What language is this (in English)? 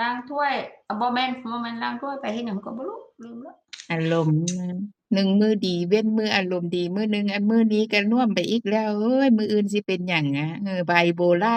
Northeastern Thai